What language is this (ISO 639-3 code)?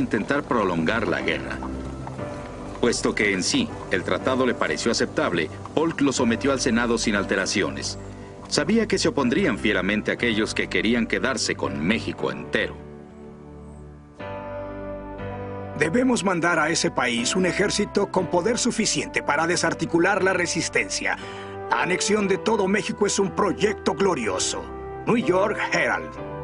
spa